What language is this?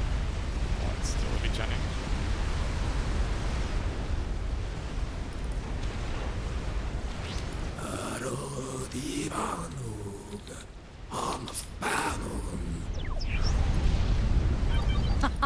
English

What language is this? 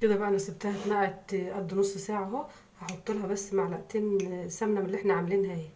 Egyptian Arabic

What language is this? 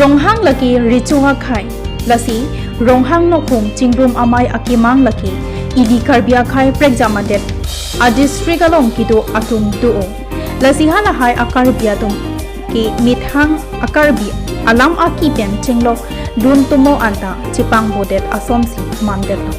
Karbi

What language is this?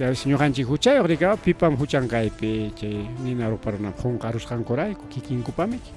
Ayacucho Quechua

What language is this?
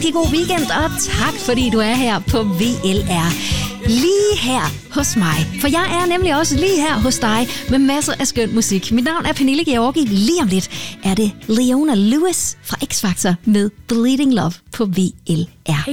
Danish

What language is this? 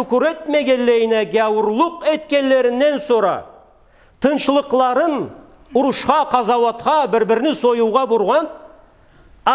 Karachay-Balkar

